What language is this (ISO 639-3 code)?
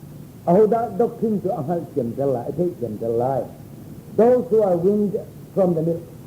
cnh